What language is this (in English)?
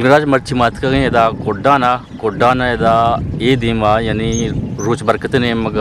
Eastern Balochi